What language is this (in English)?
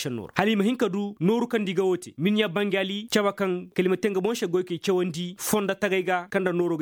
Koyraboro Senni